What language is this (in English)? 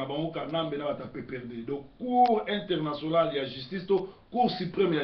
Lingala